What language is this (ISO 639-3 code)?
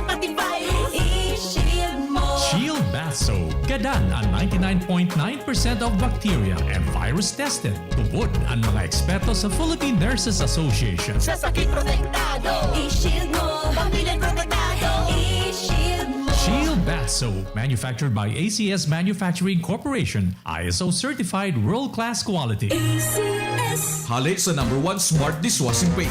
bik